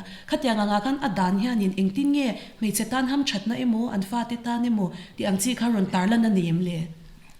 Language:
Mizo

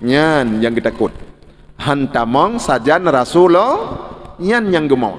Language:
Achinese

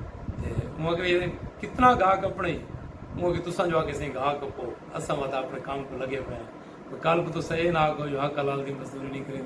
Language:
Saraiki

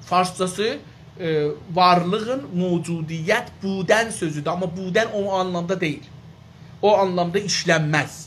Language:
South Azerbaijani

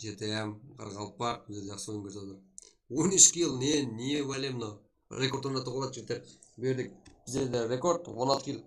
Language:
Kara-Kalpak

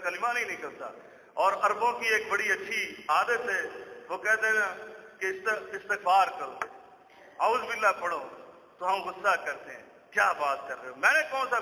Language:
Urdu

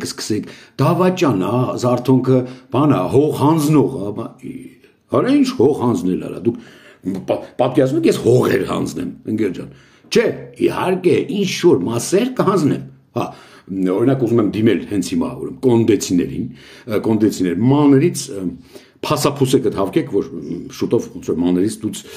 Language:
Armenian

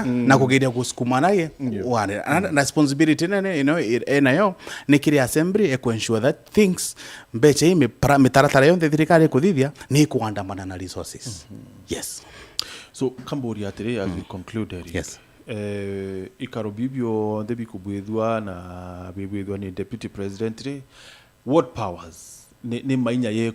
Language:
Meru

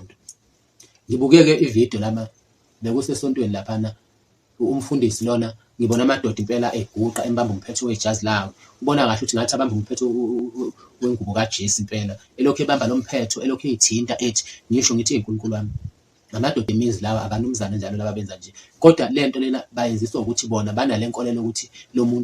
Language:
Zulu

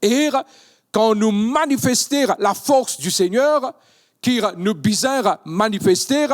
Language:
Morisyen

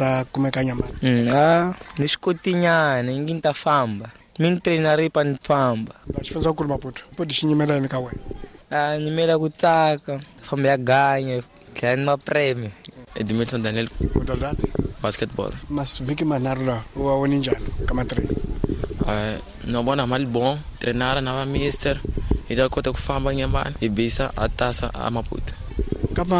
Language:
Tsonga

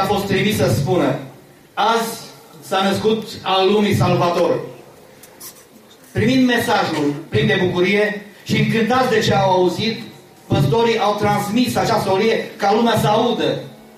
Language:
Romanian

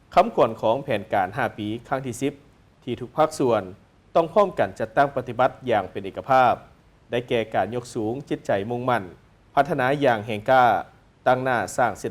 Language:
Lao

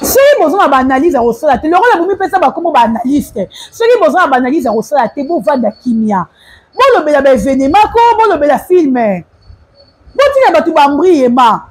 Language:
Lingala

